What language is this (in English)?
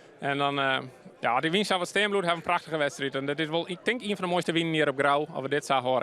Western Frisian